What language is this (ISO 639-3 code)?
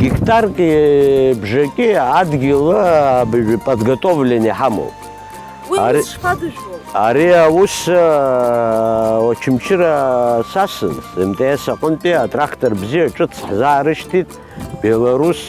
abk